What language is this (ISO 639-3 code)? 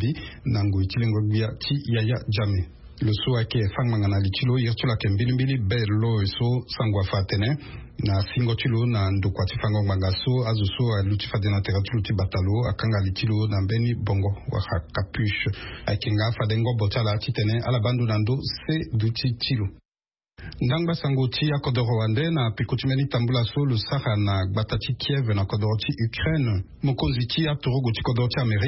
sag